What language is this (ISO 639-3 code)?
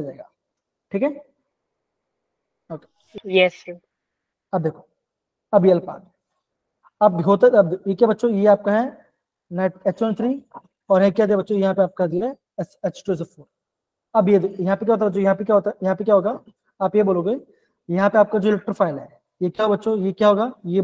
hin